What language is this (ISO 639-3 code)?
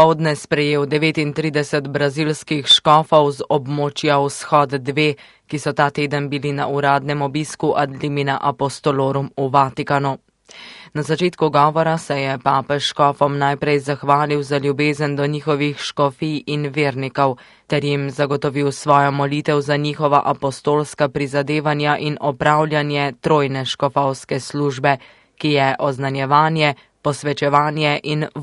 slv